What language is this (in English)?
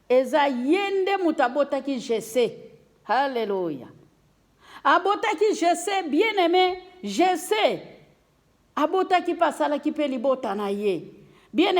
Lingala